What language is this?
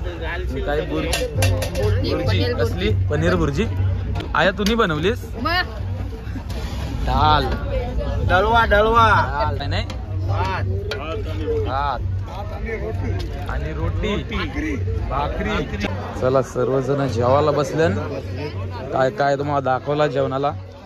Marathi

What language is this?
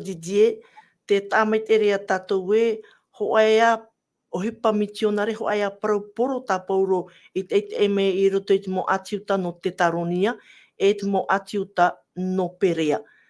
Tahitian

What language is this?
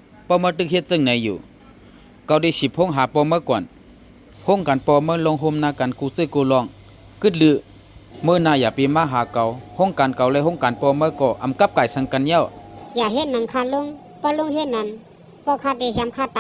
Shan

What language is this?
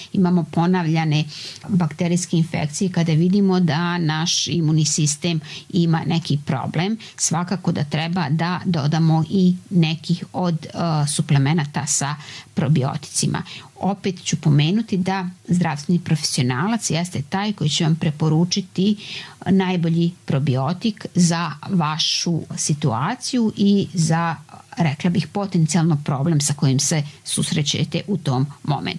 Serbian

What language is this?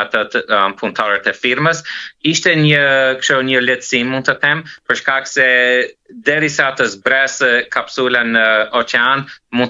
Albanian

